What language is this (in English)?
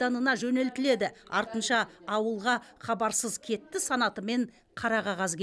Kazakh